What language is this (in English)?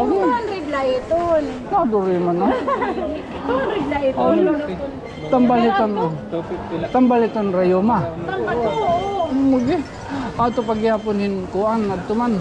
Waray